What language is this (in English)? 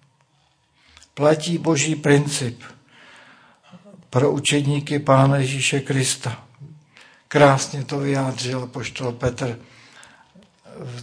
Czech